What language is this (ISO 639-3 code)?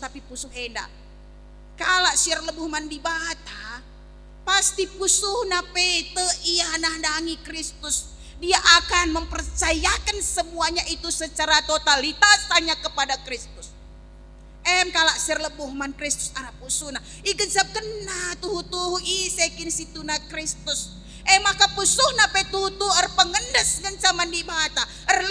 btx